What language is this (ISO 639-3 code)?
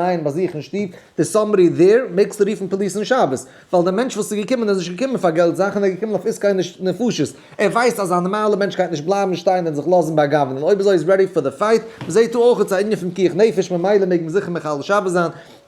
yid